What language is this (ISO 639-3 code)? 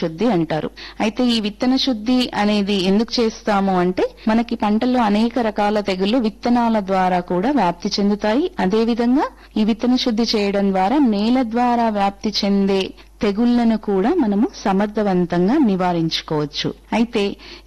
tel